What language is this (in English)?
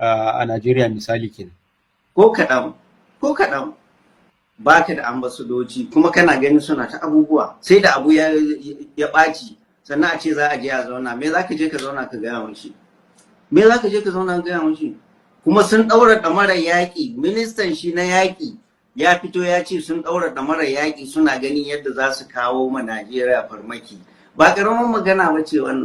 Hausa